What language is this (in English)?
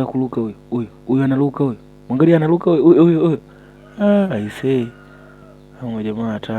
Swahili